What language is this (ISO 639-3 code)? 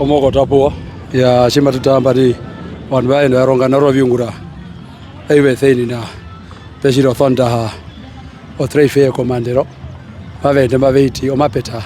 her